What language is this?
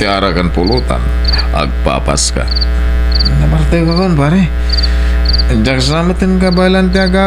Iloko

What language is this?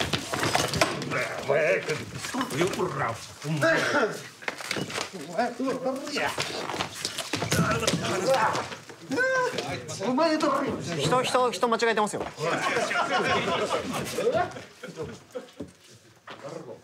Japanese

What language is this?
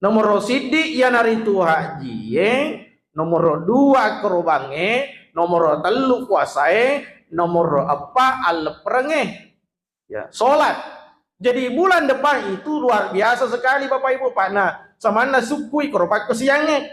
Buginese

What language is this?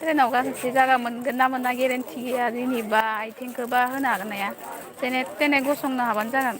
Bodo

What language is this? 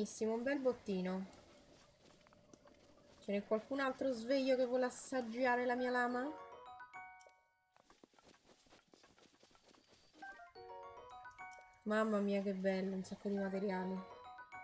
Italian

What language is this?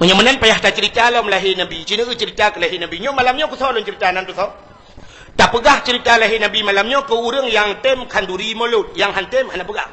Achinese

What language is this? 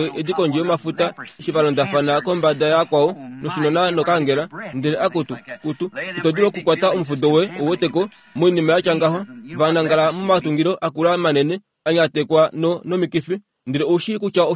Kuanyama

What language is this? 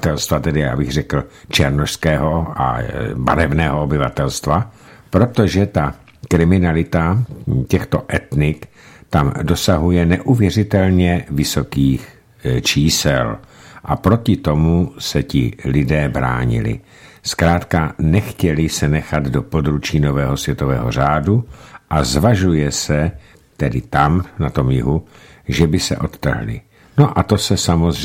Czech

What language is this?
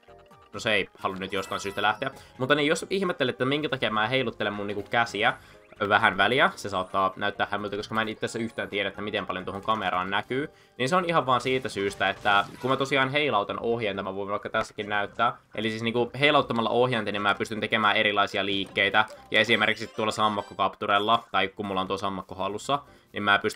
Finnish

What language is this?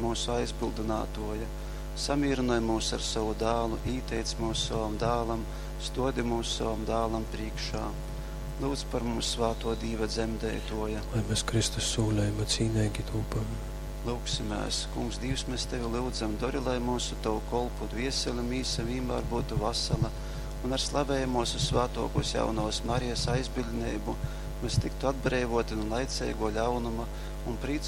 Latgalian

